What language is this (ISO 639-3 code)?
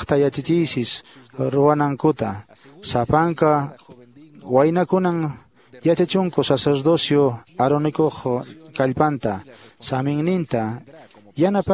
que